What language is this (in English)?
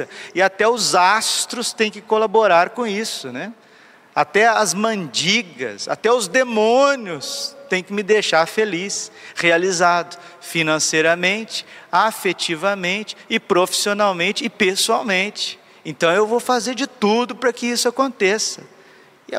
Portuguese